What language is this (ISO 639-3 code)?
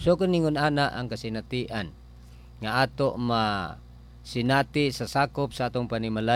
ceb